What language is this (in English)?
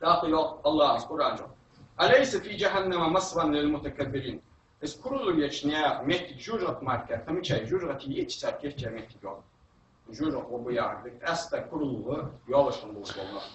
Ingush